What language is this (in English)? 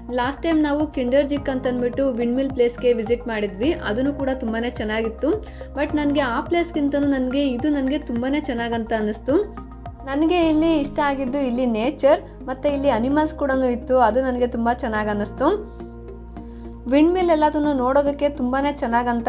Kannada